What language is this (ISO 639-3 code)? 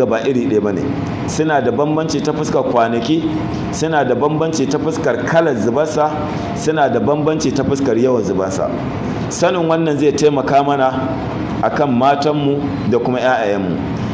hau